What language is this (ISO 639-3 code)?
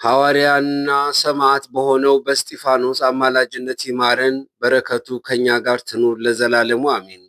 amh